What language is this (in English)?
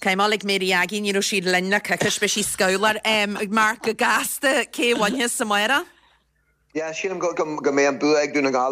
Irish